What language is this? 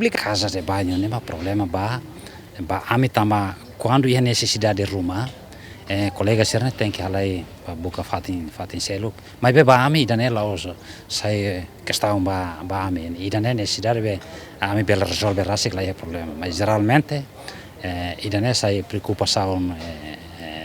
Tetum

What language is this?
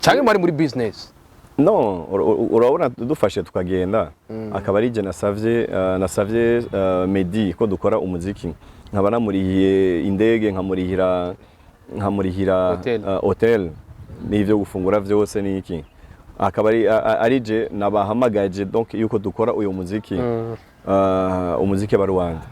Rundi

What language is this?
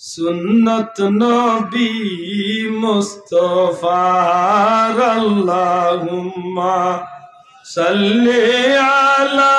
Sylheti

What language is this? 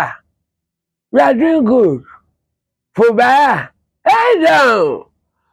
Yoruba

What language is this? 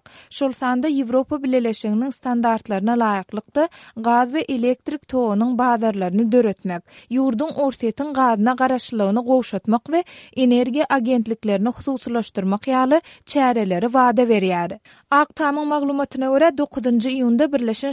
Turkmen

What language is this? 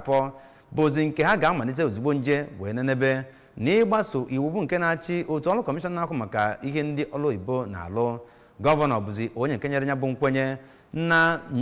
Igbo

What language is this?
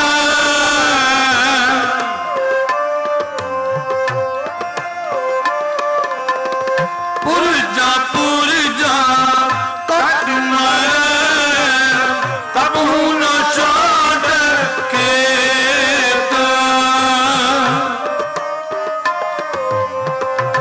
Punjabi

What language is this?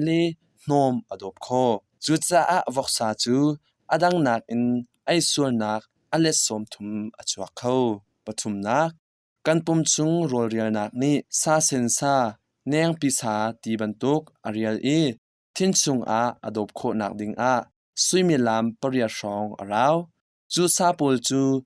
Hakha Chin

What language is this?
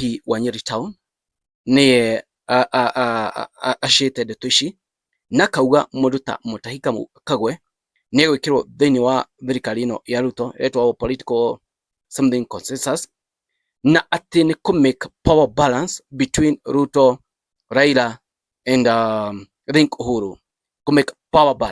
Kikuyu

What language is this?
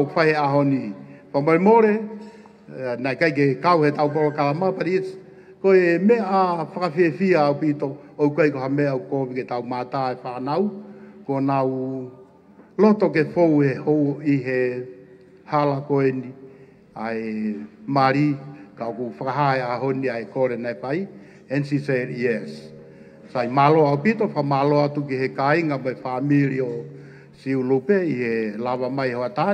Tongan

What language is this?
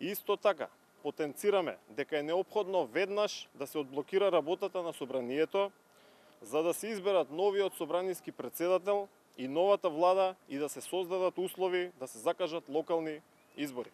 Macedonian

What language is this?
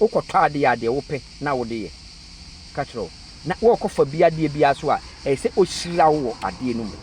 Akan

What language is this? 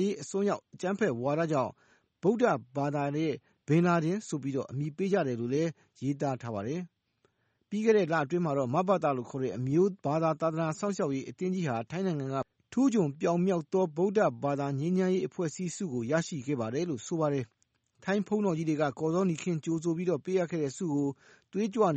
Burmese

